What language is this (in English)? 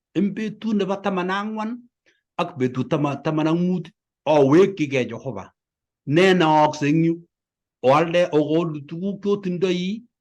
Kalenjin